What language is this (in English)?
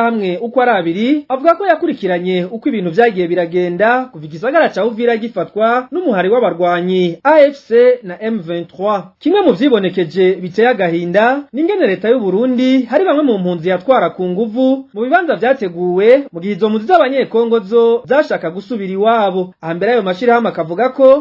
Rundi